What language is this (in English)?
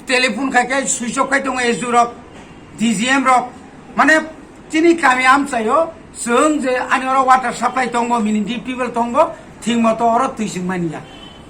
Kok Borok